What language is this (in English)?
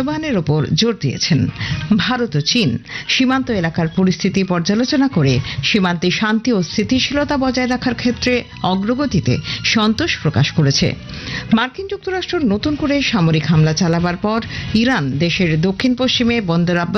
Bangla